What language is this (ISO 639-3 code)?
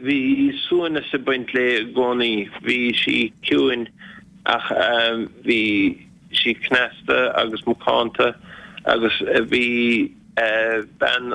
gle